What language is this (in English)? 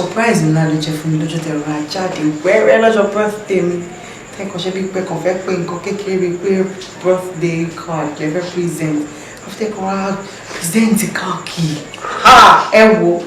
Yoruba